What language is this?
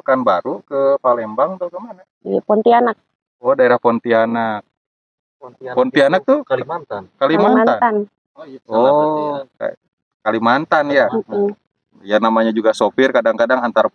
Indonesian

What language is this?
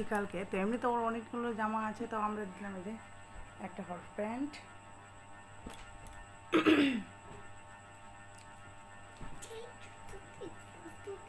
Bangla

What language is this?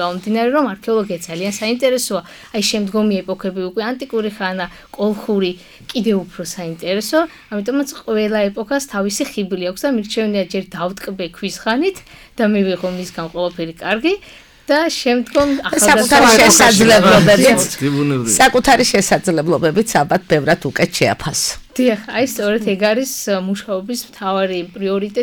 Georgian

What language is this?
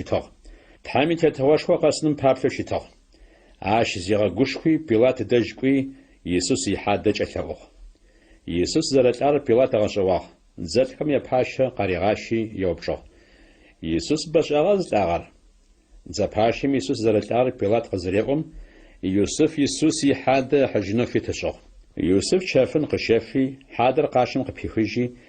Adyghe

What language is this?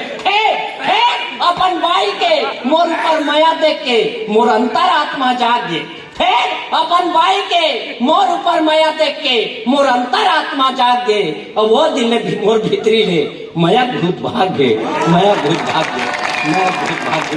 Chhattisgarhi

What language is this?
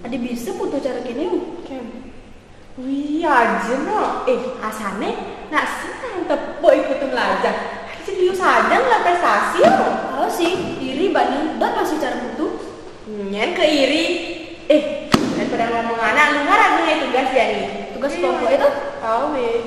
Balinese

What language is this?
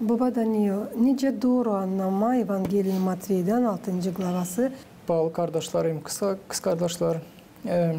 Gagauz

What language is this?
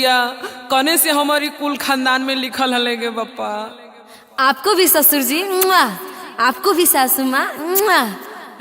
Magahi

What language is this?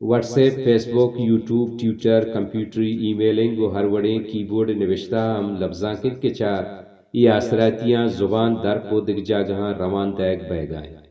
Baluchi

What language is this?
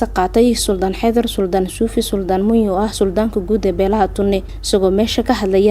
Somali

